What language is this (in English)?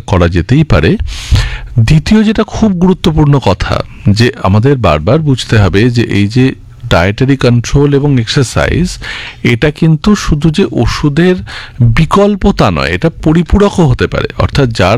Bangla